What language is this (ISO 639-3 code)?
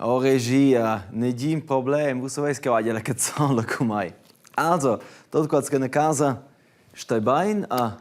roh